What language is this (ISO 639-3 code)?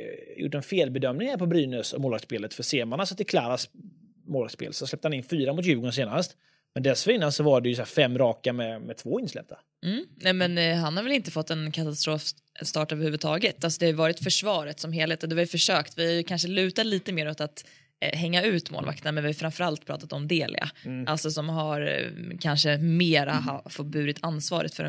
swe